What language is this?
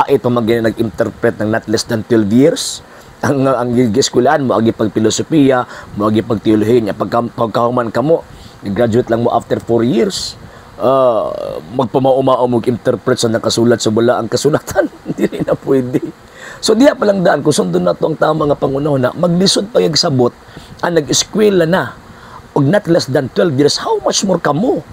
Cebuano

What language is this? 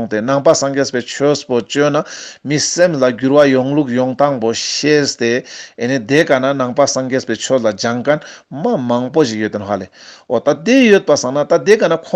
Ladakhi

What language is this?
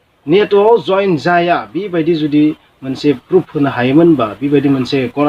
Bodo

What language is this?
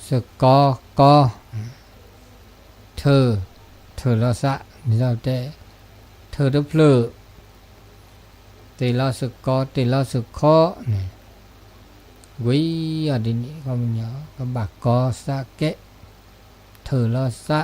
S'gaw Karen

